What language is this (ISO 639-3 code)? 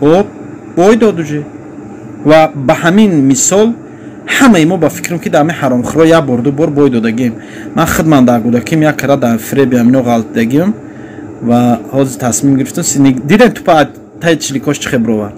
tgk